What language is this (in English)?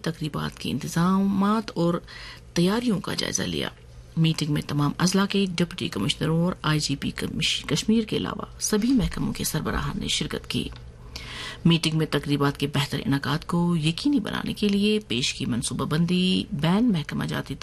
Urdu